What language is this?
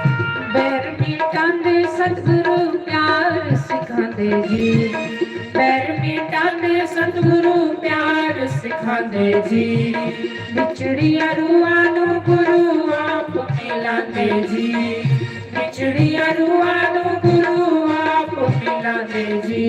Dogri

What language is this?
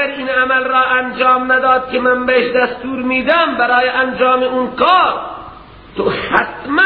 Persian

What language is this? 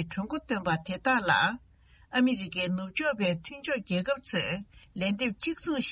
Tibetan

